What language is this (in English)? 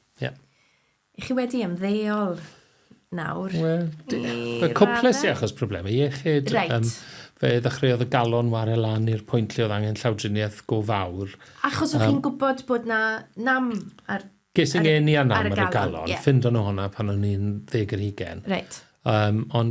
Welsh